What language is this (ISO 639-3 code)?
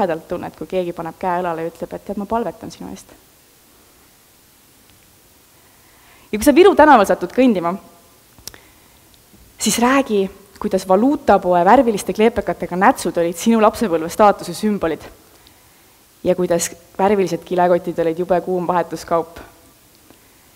est